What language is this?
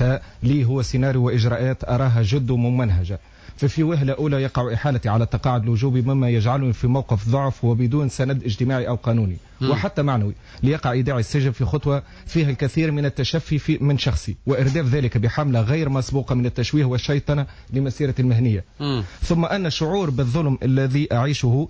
Tunisian Arabic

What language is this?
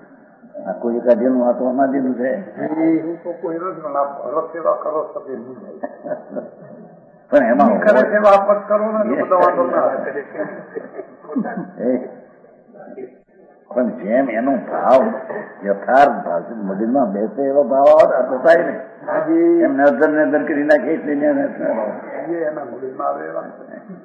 Gujarati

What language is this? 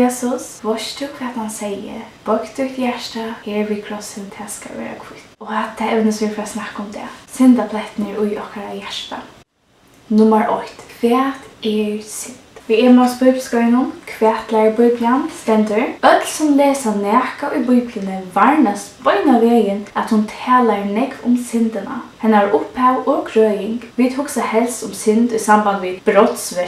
Faroese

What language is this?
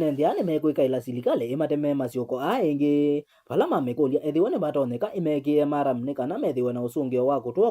Kamba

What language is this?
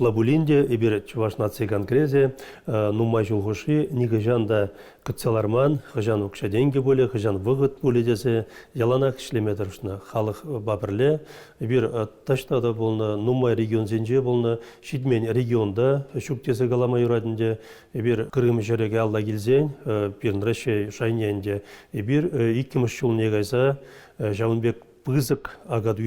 Chuvash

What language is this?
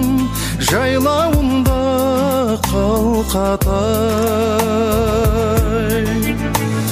Kazakh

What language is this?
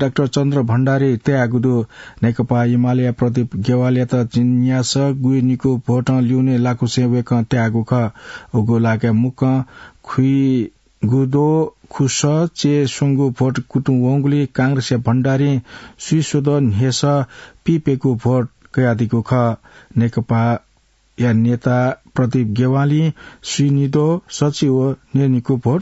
Newari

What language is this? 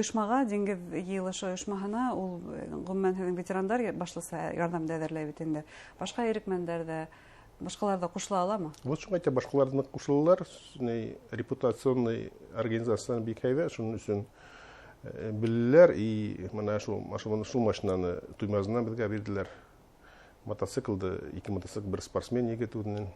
Bashkir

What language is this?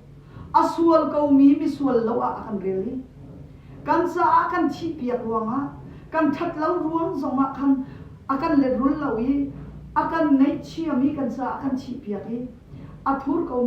Hakha Chin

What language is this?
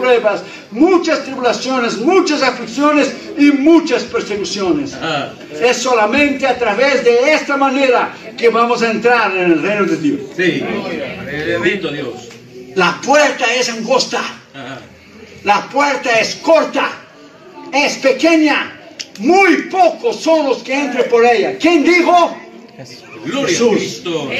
Spanish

